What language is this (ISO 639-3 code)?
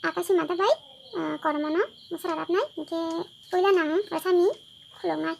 trp